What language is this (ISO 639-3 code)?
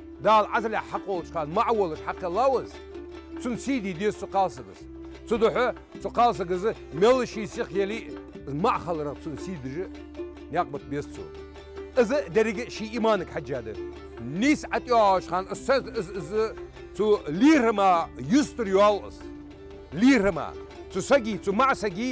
inh